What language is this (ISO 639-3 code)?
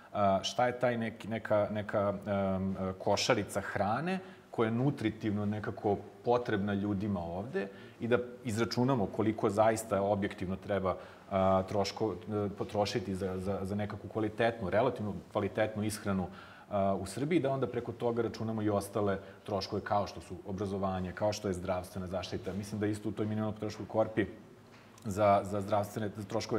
srp